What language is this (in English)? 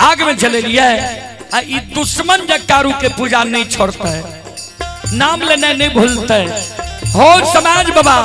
Maithili